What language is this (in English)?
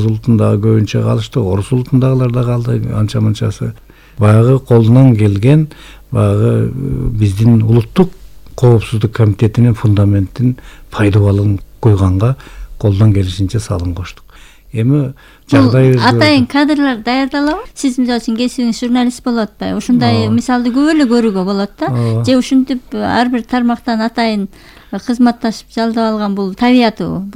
Kyrgyz